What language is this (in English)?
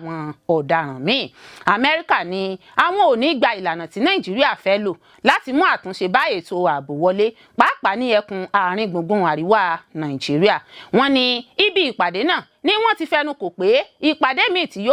Yoruba